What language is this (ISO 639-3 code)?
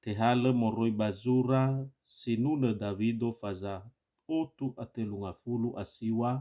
nia